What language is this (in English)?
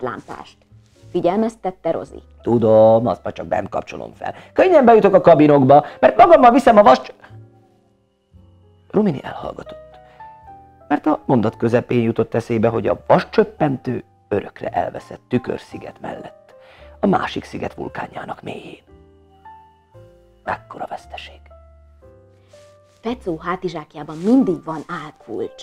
Hungarian